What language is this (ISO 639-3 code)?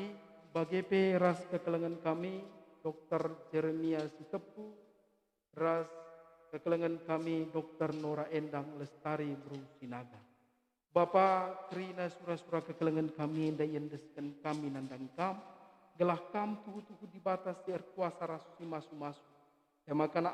btx